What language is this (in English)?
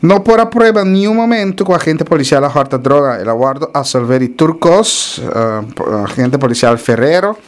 Papiamento